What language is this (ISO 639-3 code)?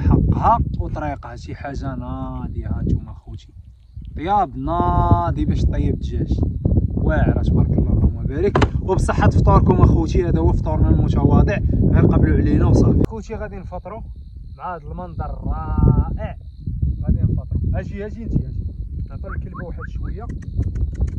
ary